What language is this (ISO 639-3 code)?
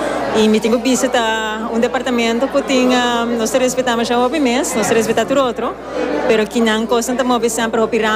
pap